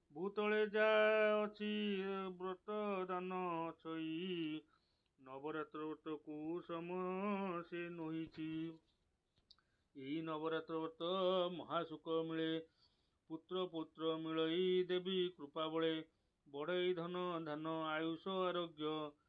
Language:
Odia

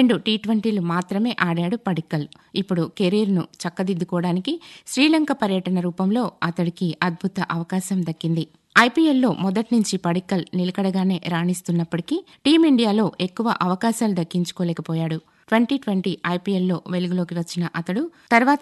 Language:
Telugu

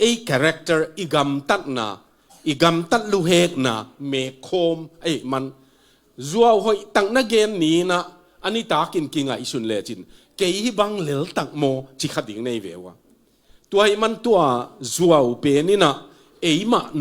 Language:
Tedim Chin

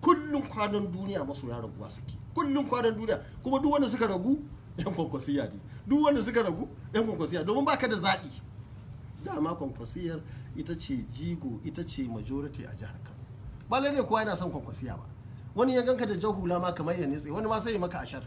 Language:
Hausa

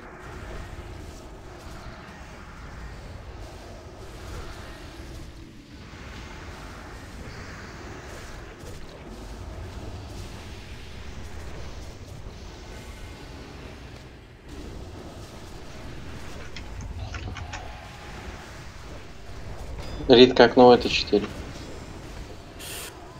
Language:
Russian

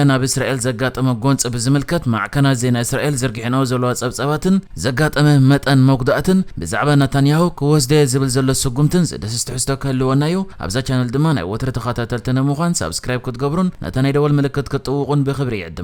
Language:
Tigrinya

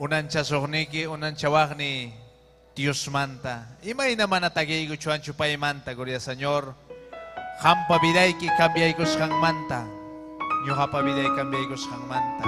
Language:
Ayacucho Quechua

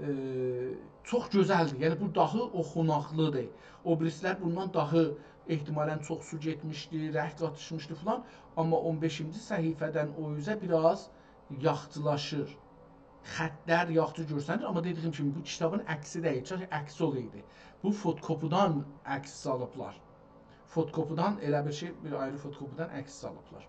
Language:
South Azerbaijani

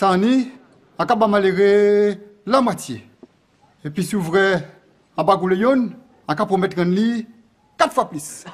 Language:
Guadeloupean Creole French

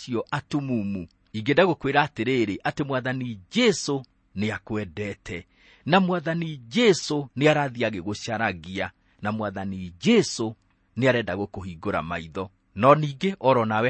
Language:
Kikuyu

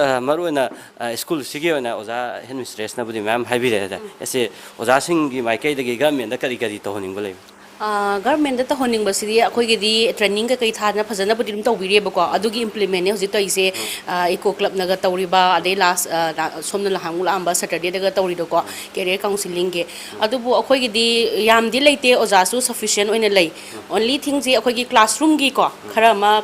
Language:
Manipuri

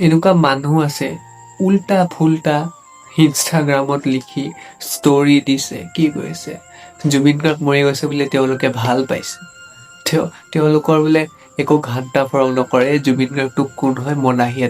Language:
Assamese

